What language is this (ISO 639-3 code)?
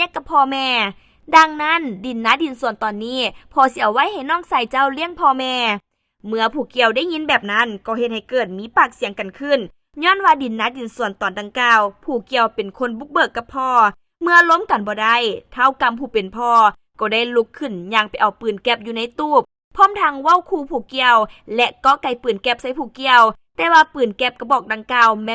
lao